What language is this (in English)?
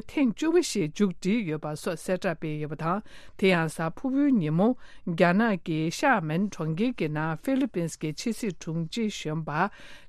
Tibetan